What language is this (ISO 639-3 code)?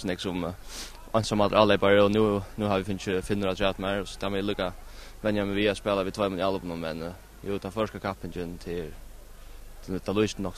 fao